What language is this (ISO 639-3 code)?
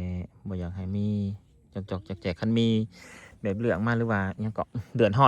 tts